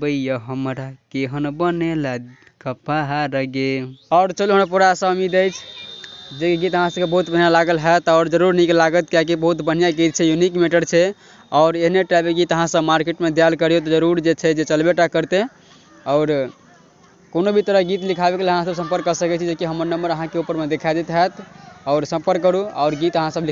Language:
Maithili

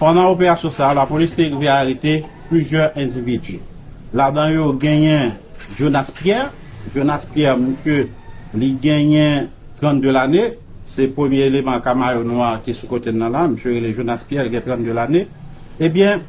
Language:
Haitian Creole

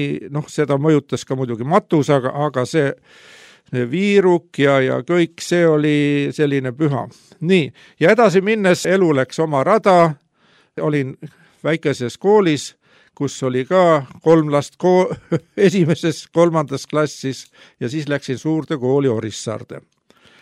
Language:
Estonian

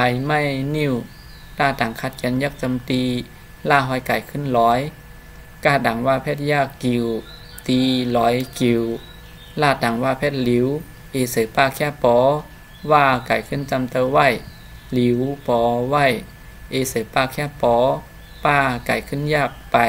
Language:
Shan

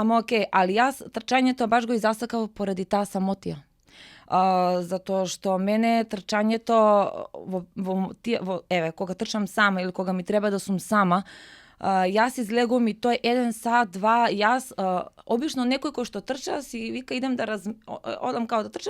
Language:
Macedonian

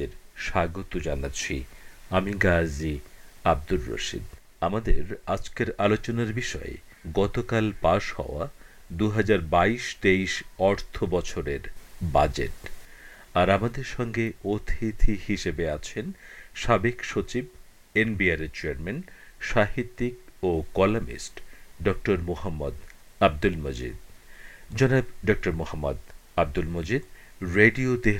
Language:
Bangla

